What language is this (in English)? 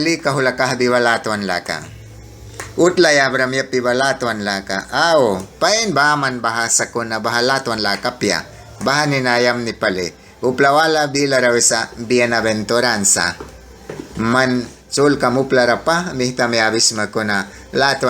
Mískito